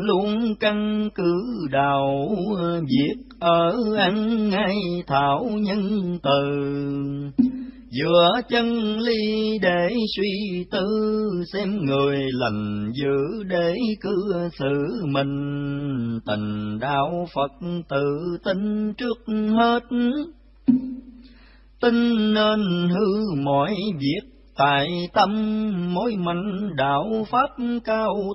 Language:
Vietnamese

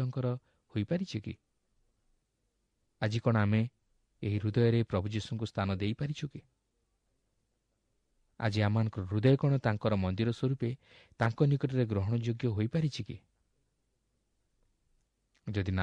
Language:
Odia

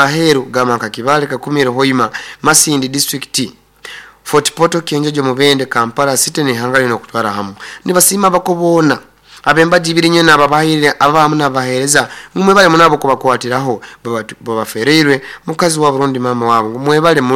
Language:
Nyoro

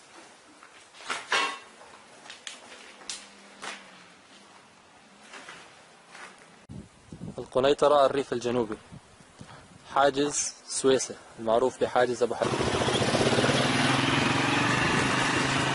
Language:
Arabic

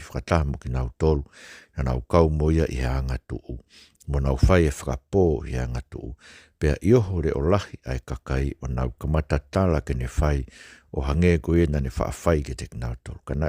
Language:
Tongan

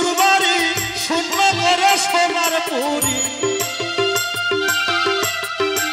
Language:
Bangla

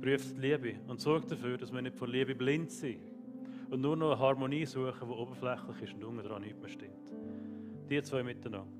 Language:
Swiss German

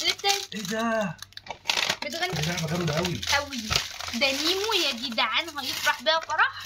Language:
Egyptian Arabic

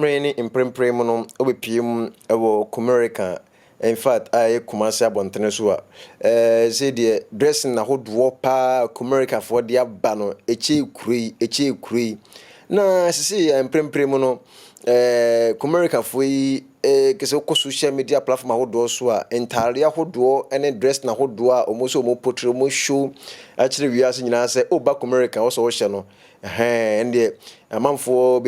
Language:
Akan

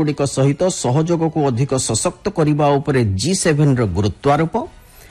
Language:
Odia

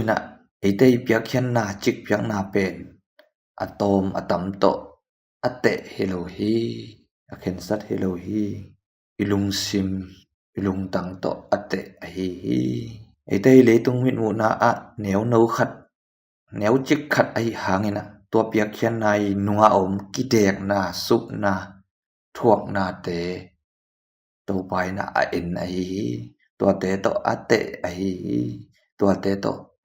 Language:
Tedim Chin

